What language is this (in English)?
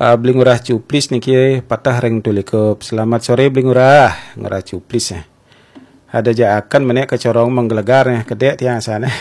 Balinese